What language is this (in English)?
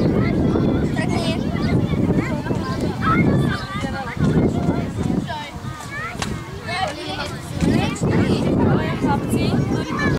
Slovak